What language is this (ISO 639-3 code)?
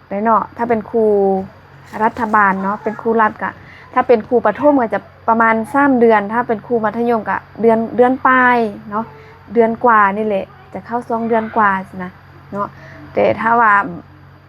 lao